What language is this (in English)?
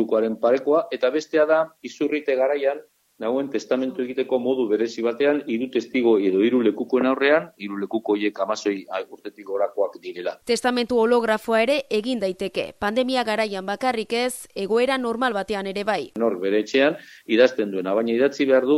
Basque